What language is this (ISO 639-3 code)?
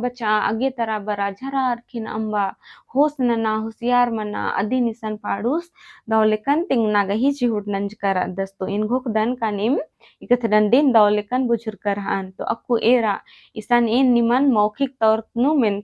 kru